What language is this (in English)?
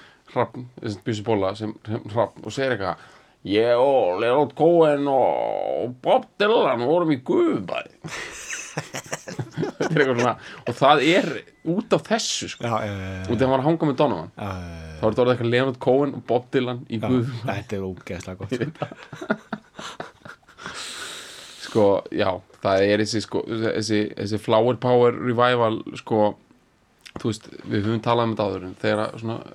Icelandic